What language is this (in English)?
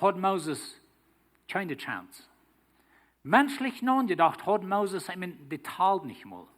Plautdietsch